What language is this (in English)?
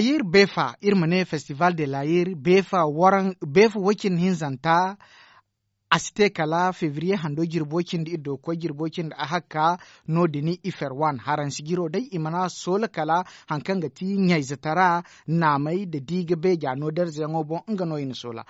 Zarma